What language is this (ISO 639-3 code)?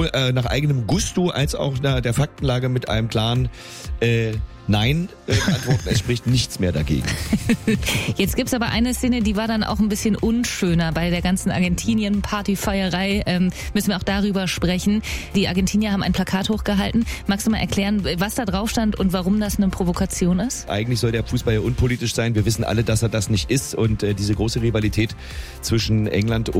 deu